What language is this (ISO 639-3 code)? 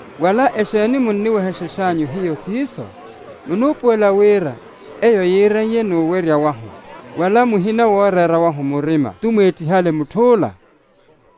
vmw